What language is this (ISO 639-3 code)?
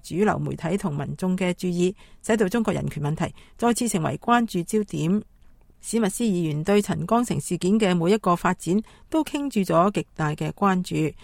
yue